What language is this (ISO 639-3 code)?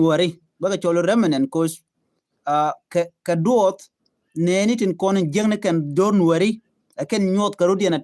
nus